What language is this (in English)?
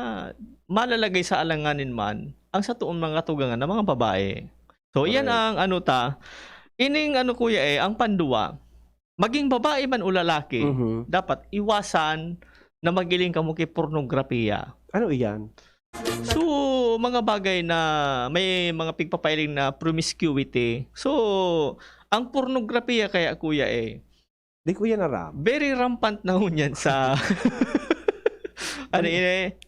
Bikol